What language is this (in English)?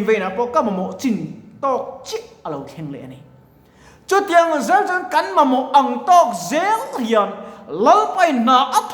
Mizo